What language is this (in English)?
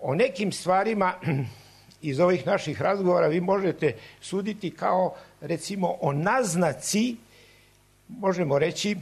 Serbian